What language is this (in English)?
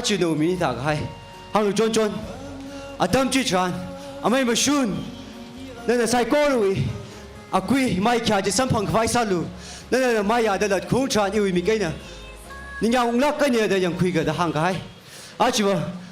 Tangkhul Naga (India)